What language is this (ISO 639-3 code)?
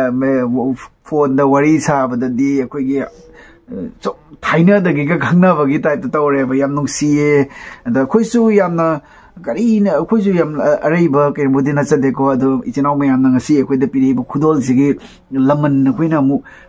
mni